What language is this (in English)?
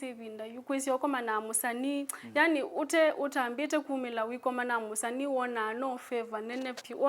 Kamba